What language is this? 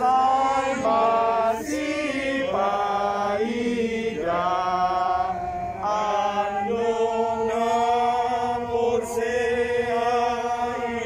Batak Toba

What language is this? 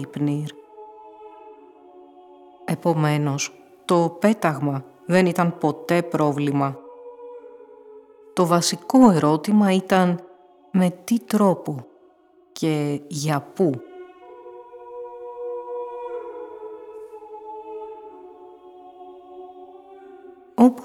Greek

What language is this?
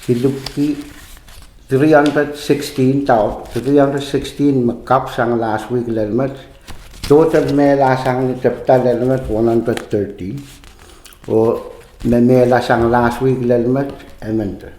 Pohnpeian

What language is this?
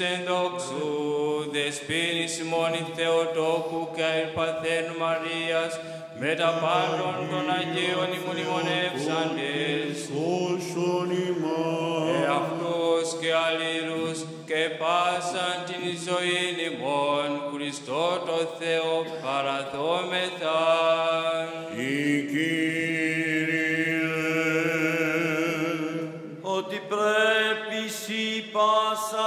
Greek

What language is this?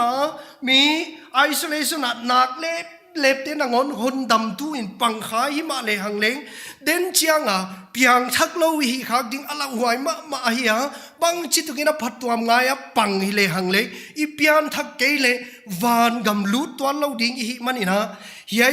Paite Chin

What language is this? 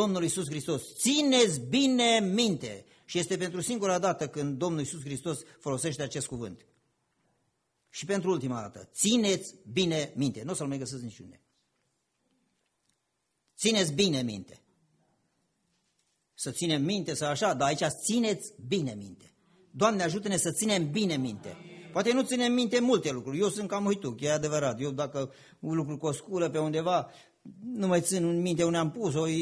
Romanian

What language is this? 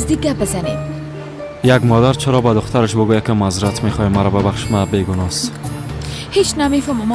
Persian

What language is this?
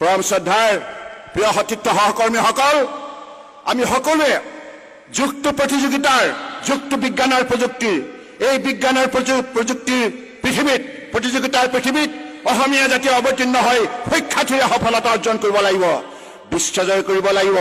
Assamese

